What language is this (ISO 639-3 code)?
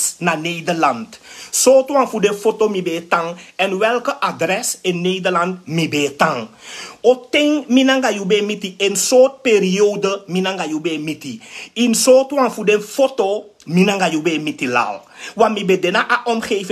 srn